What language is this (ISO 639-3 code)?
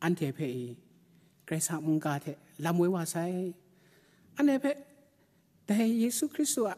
kac